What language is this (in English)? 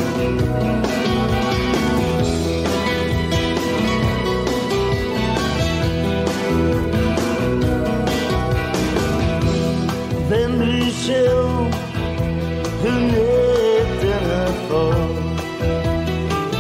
Swedish